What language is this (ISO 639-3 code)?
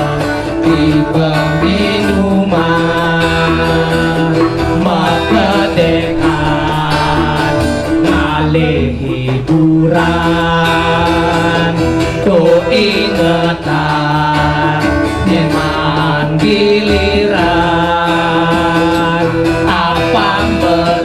ban